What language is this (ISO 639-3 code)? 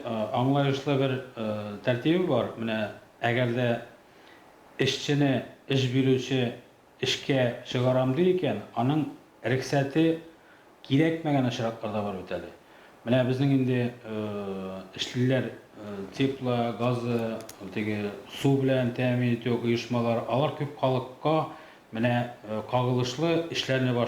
tat